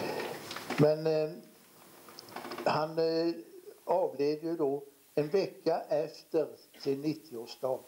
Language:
Swedish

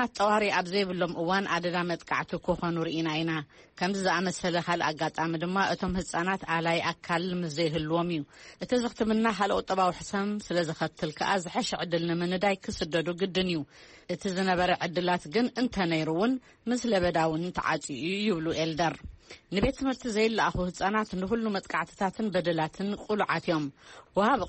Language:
Tigrinya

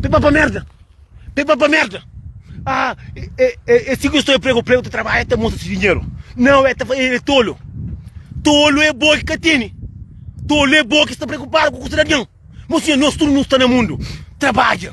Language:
Kabuverdianu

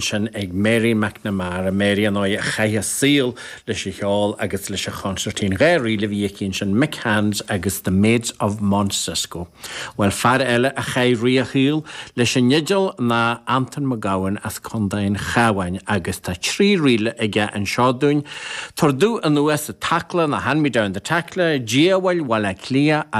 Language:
Irish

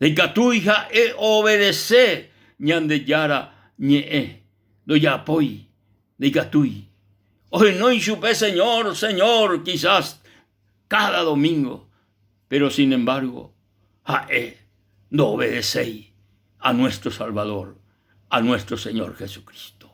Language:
Guarani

